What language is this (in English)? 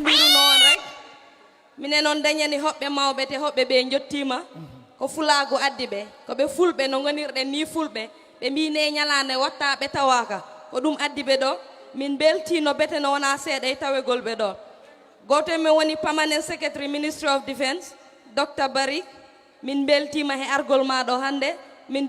Fula